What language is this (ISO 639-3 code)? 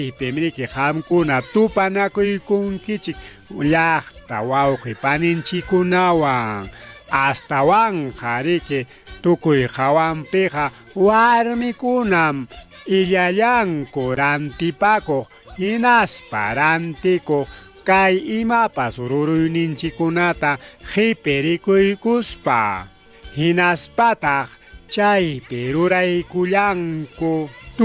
quy